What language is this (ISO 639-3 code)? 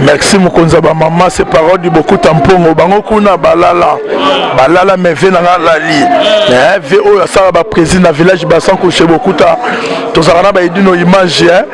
lin